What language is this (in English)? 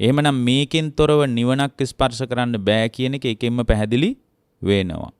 Sinhala